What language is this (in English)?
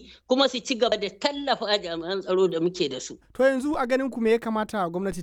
Hausa